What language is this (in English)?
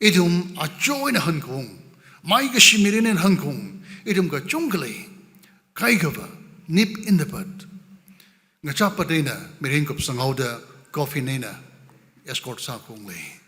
Tangkhul Naga (India)